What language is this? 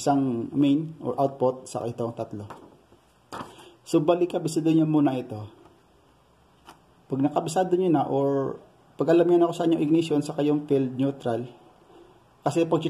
Filipino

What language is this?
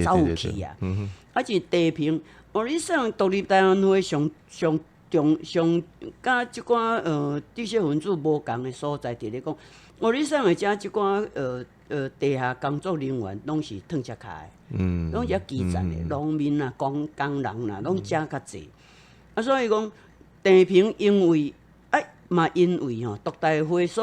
Min Nan Chinese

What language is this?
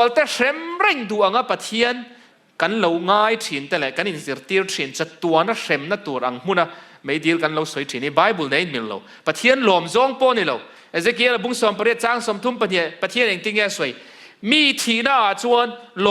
Mizo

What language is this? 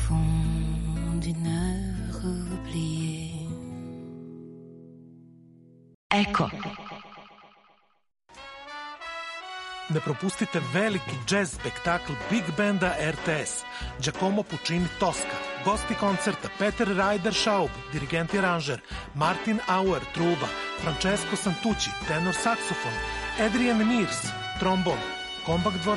Serbian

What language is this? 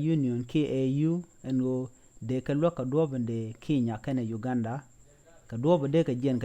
Nuer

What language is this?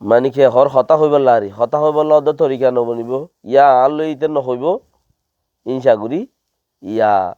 Rohingya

